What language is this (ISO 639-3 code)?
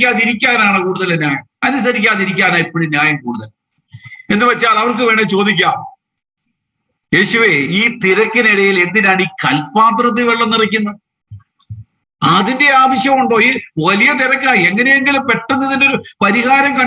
mal